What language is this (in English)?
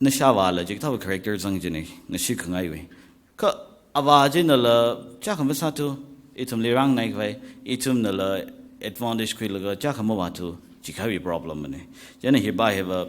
Tangkhul Naga (India)